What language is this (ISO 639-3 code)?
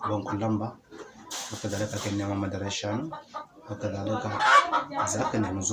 hau